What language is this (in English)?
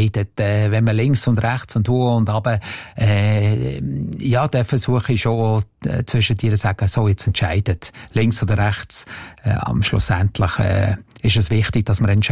German